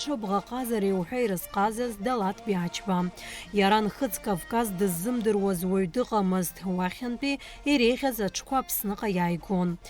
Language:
Abkhazian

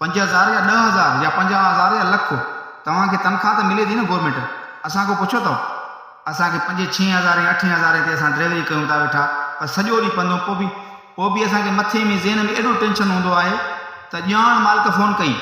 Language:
Sindhi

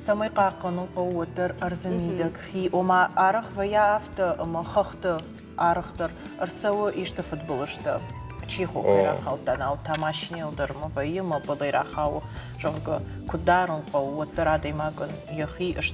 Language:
Ossetic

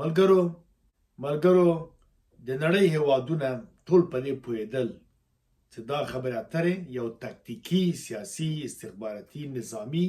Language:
Pashto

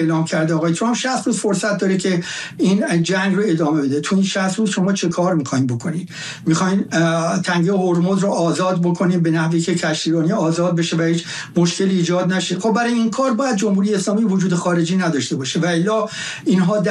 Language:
Persian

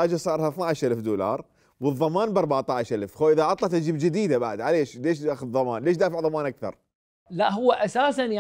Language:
Mesopotamian Arabic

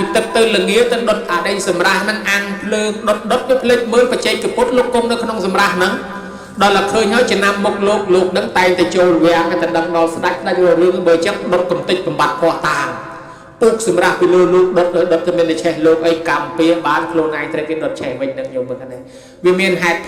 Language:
Khmer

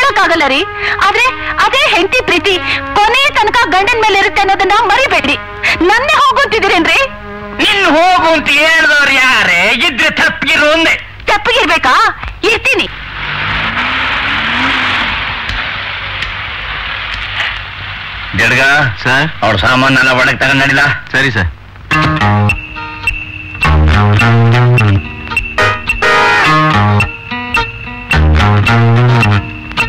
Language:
Kannada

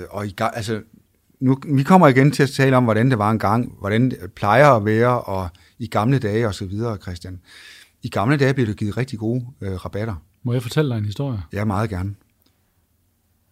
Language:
Danish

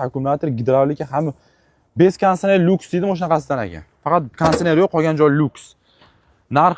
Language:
Uzbek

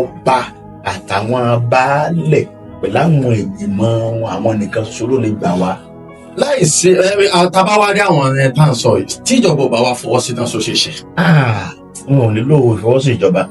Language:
Yoruba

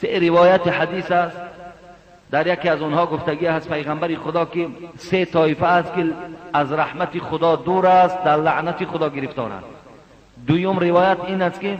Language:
Tajik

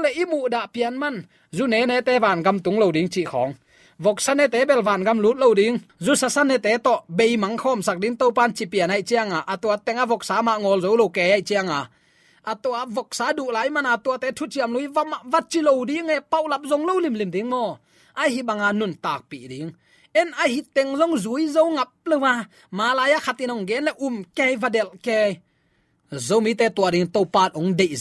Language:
Tedim Chin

